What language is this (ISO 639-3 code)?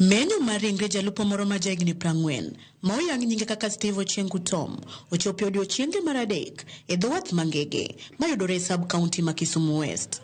luo